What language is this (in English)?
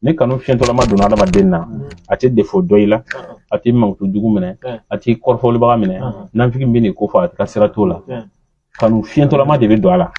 Bambara